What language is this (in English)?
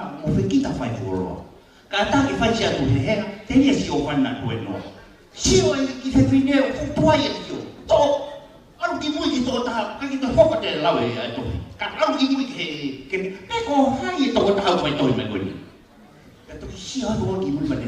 Tongan